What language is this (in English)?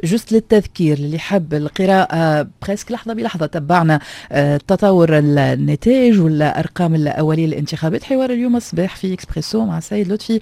Tunisian Arabic